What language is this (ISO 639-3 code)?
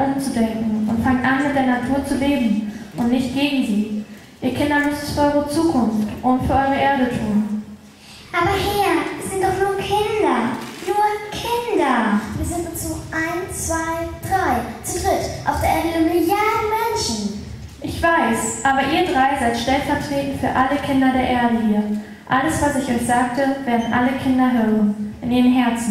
deu